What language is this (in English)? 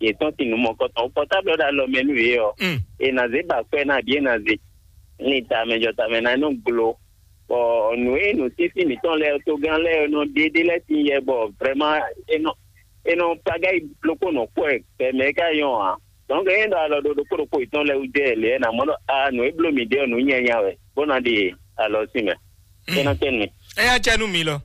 Fon